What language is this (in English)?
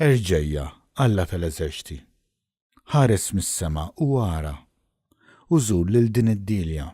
Maltese